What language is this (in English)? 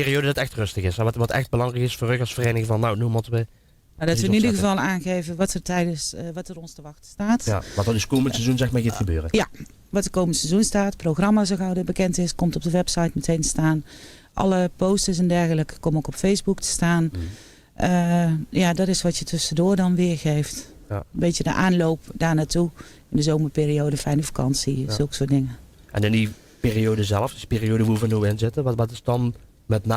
Limburgish